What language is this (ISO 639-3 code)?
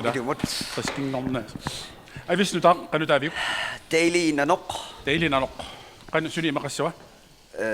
kal